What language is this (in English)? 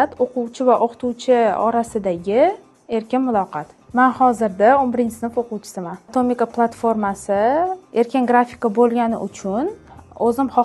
Uzbek